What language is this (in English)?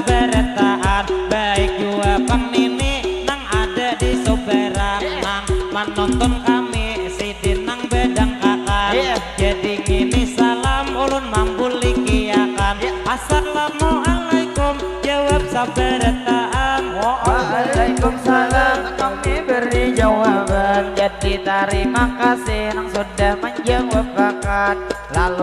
Banjar